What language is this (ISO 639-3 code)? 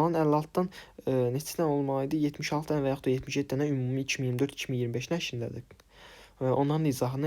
aze